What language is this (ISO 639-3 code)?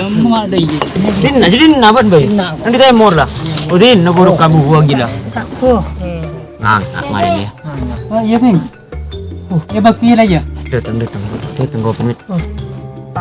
mad